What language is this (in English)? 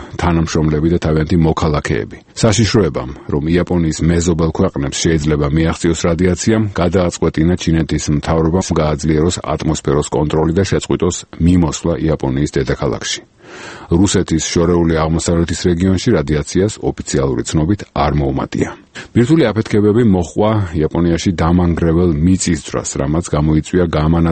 Georgian